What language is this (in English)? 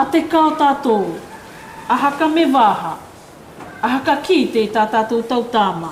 South Marquesan